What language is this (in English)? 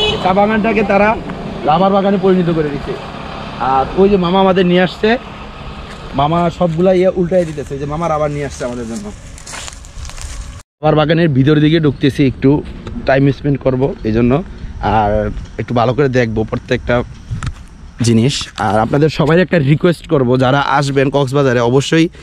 Bangla